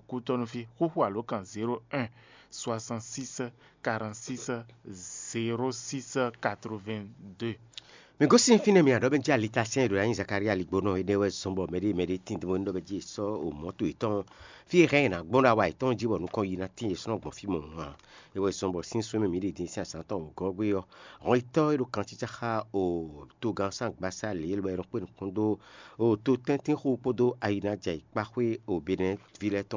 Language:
Fon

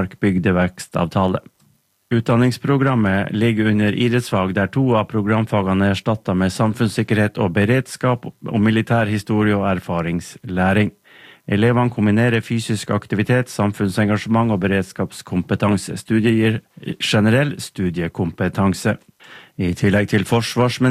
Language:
Norwegian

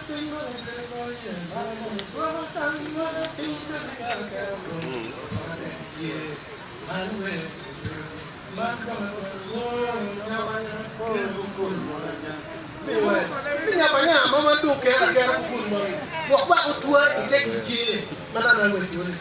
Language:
Acoli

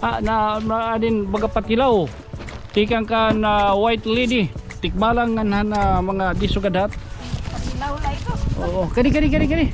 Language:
Waray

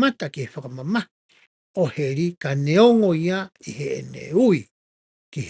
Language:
Tongan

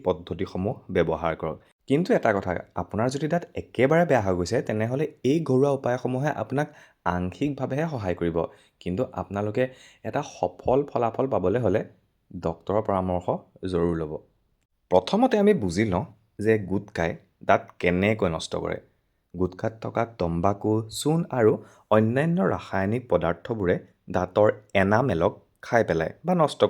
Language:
Assamese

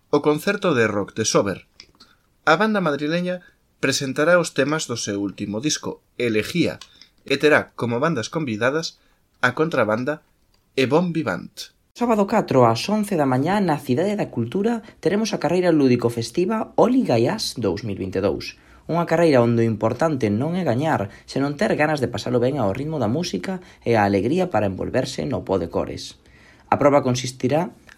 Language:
Galician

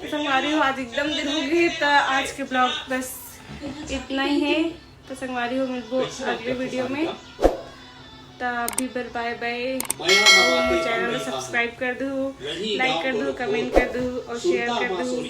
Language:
Chhattisgarhi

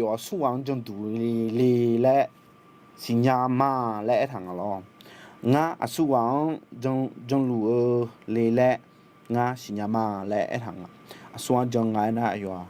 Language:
Akha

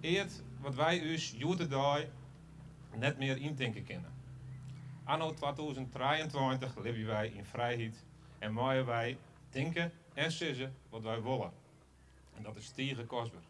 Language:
Western Frisian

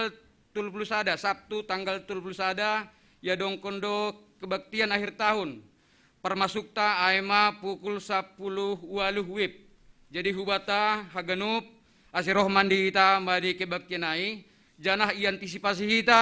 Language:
Batak Simalungun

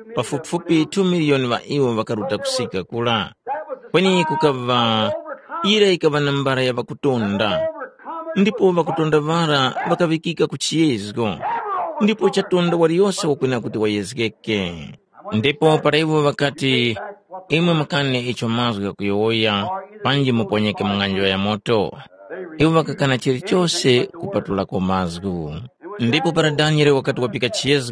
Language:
Tumbuka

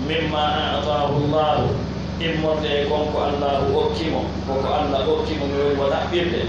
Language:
Pular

